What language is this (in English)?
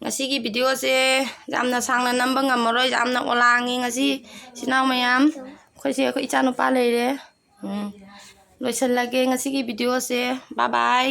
Manipuri